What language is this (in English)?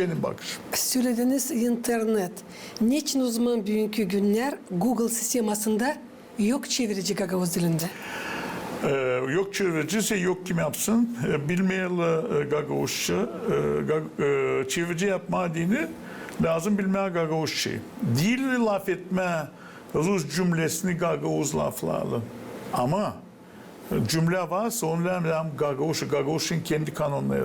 Gagauz